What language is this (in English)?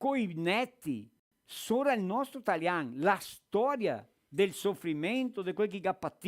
Venetian